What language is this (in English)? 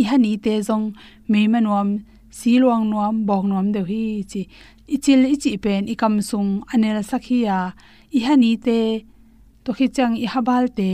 Tedim Chin